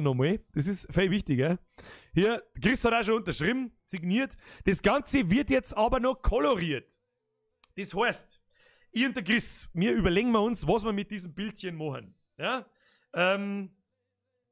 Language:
Bavarian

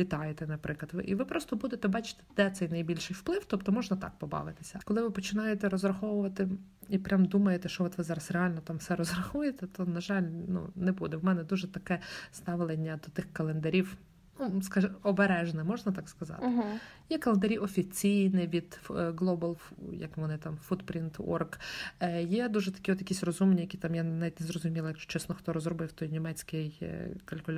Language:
Ukrainian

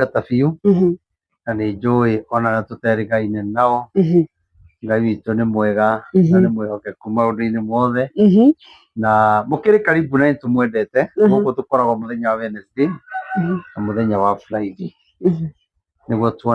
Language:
Kikuyu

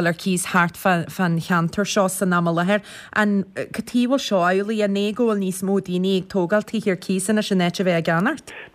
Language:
Irish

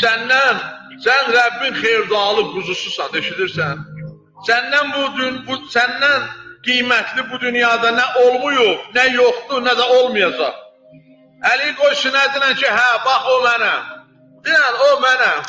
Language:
Azerbaijani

